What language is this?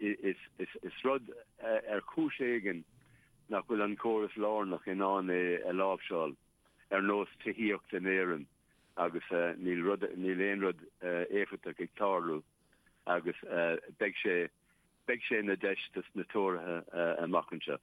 Irish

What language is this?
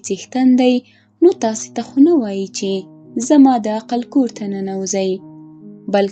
Pashto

